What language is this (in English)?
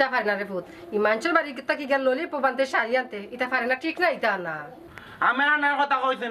Sylheti